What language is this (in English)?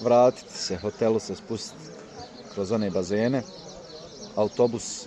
Bosnian